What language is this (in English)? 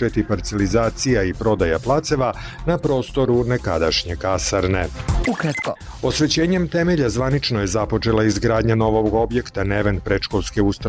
Serbian